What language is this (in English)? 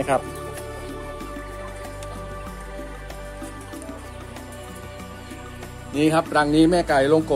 Thai